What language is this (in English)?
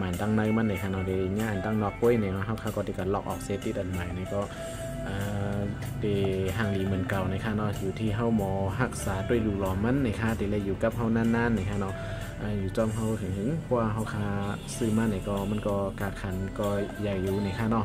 Shan